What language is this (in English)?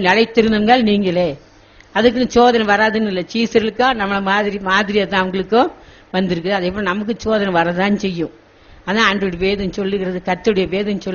Tamil